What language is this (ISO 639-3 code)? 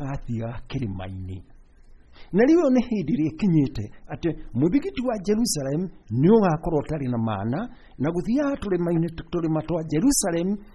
kik